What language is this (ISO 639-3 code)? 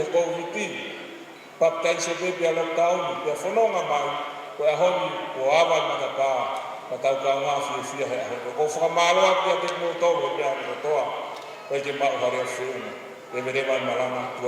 ton